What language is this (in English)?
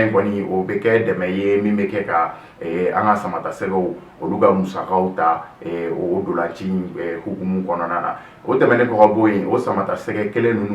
Bambara